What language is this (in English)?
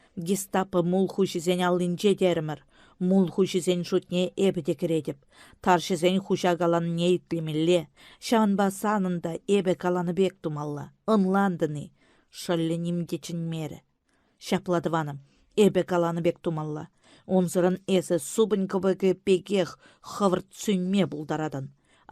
Chuvash